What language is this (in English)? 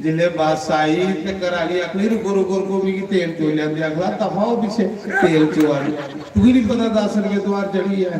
Dogri